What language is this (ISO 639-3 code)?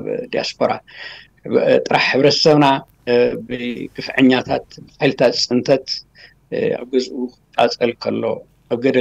tir